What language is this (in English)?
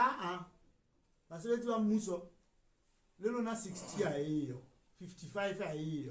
Southern Sotho